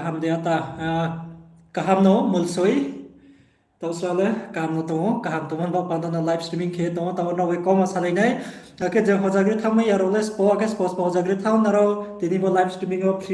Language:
Riang (India)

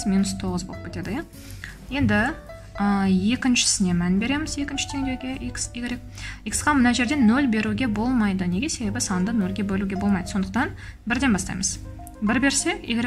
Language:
Kazakh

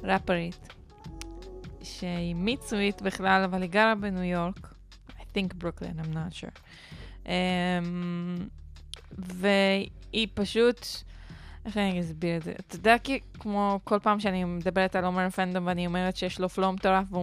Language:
Hebrew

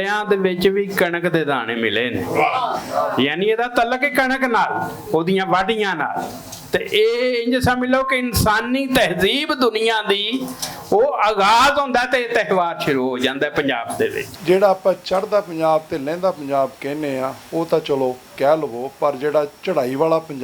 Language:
Western Panjabi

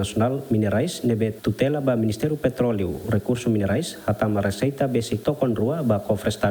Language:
Tetum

